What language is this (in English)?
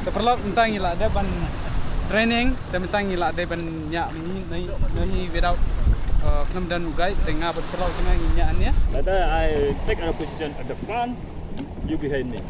Khasi